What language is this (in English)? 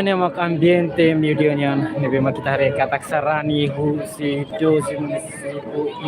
Tetum